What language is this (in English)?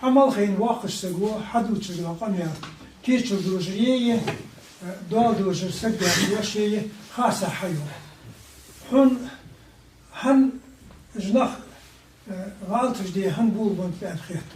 Ingush